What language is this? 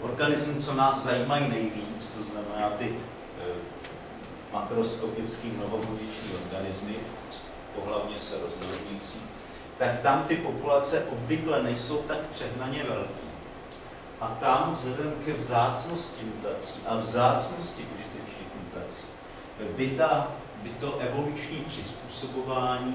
Czech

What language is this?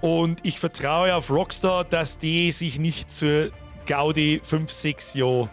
Bavarian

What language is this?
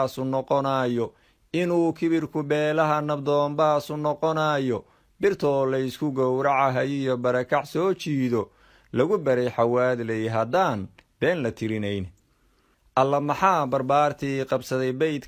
Somali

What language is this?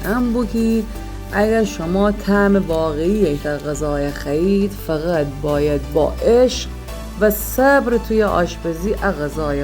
Gilaki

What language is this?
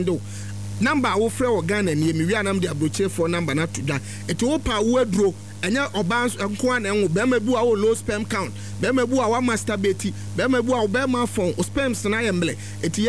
Akan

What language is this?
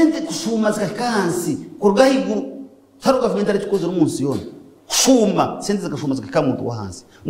Nyankole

